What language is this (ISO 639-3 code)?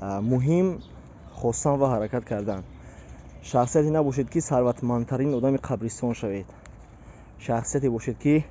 tgk